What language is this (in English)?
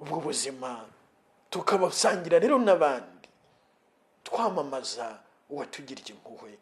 Kinyarwanda